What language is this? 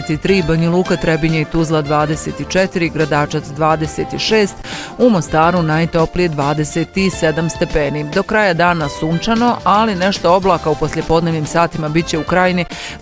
Bosnian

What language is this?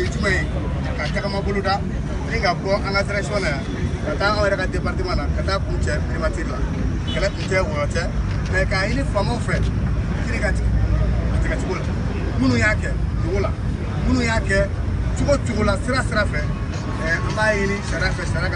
Bambara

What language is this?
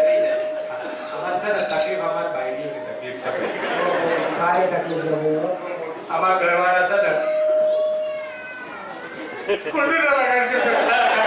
Gujarati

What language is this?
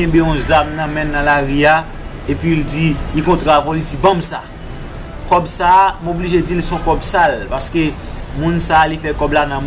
Haitian Creole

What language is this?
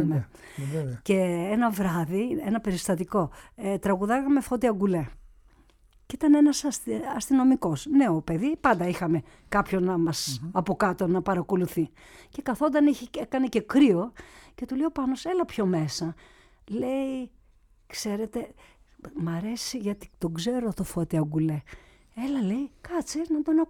Greek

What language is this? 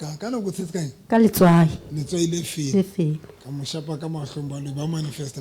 Southern Sotho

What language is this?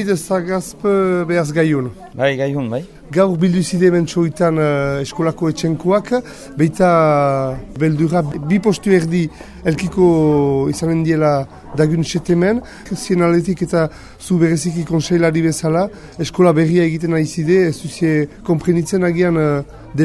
Basque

